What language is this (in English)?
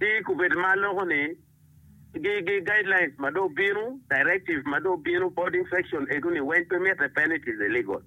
Acoli